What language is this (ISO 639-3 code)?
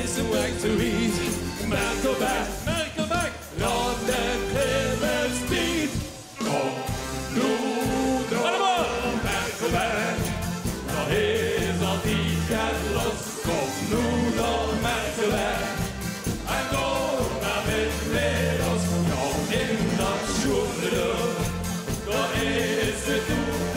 lim